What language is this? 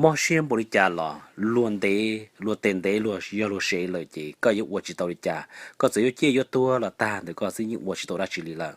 Hmong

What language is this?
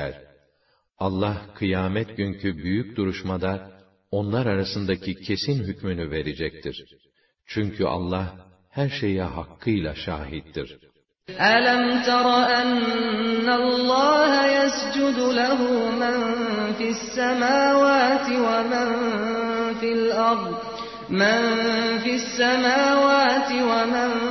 Turkish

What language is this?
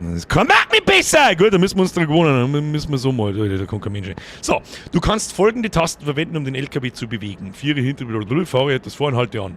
Bavarian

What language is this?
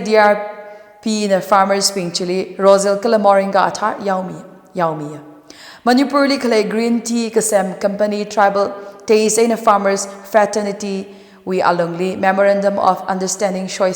Tangkhul Naga (India)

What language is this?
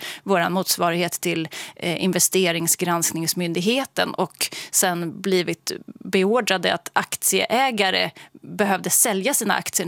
Swedish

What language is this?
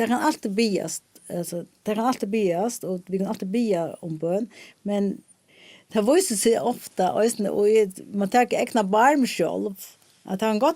Faroese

